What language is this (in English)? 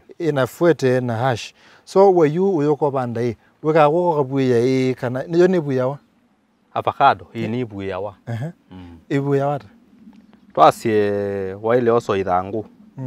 Kamba